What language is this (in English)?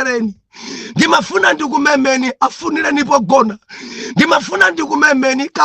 Nyanja